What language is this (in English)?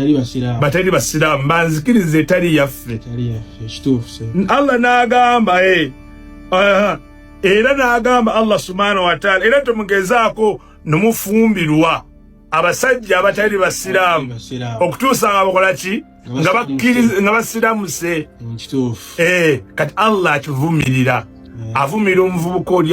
Ganda